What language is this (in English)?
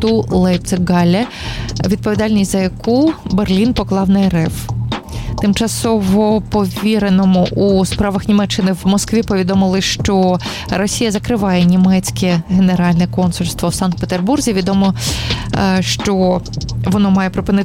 Ukrainian